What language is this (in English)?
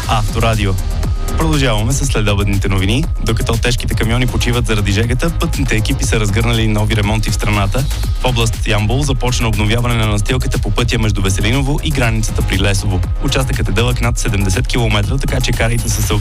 Bulgarian